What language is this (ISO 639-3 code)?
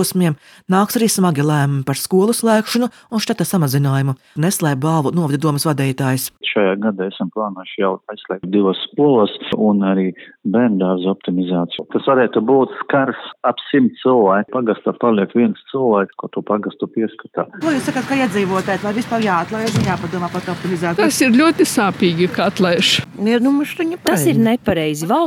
lav